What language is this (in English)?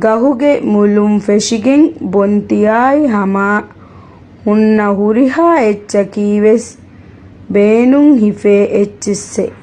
Divehi